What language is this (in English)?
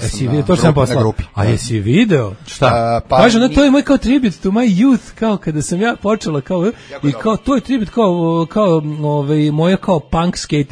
Serbian